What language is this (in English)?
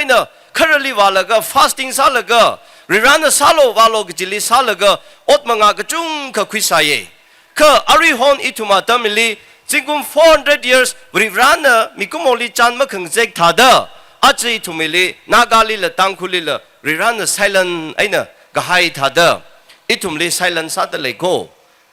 Tangkhul Naga (India)